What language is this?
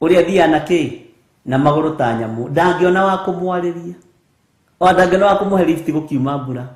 Kikuyu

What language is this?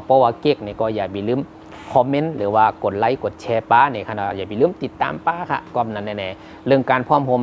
Shan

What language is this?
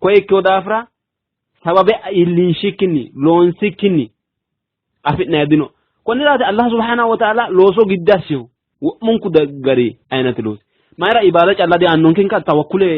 Sidamo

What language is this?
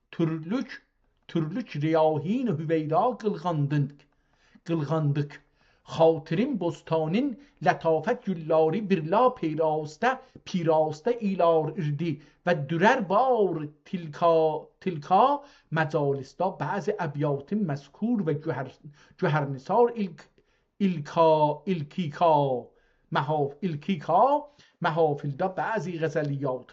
South Azerbaijani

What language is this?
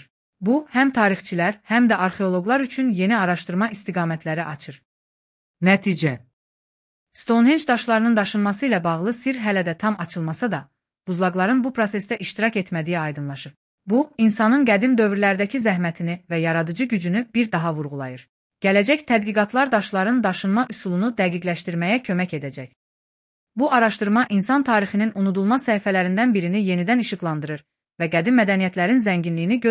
Azerbaijani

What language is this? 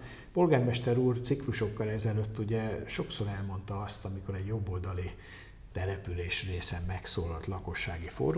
Hungarian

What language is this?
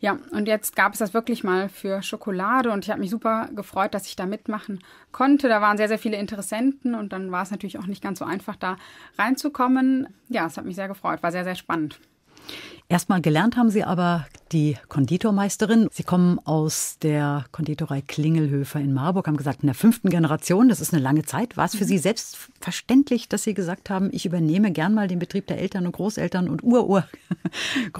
German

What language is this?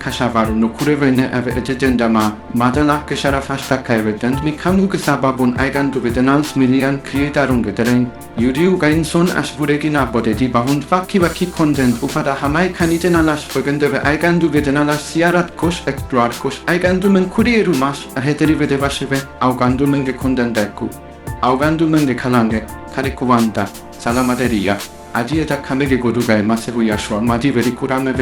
Divehi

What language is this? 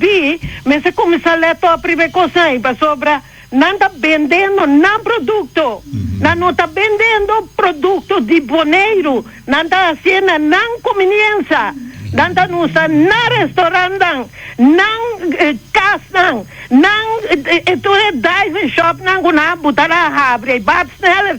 Papiamento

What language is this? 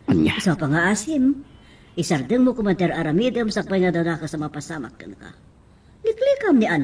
Iloko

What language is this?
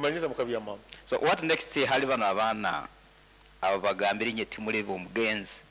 Nyankole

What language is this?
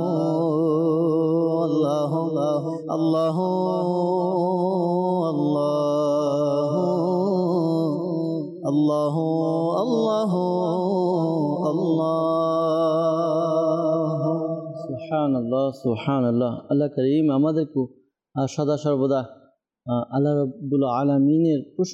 Bangla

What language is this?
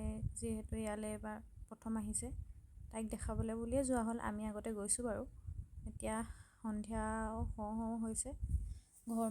Assamese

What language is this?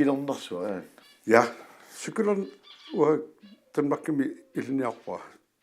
Kalaallisut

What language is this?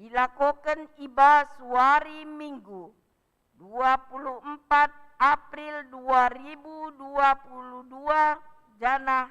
Batak Karo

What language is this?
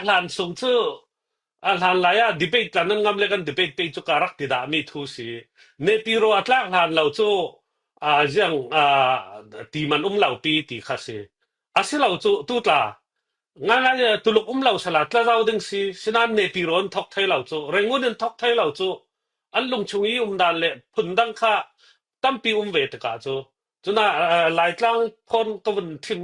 Falam Chin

